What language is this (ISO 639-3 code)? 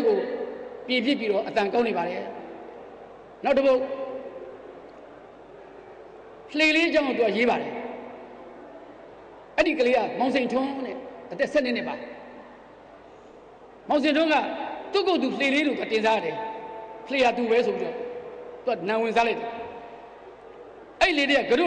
mya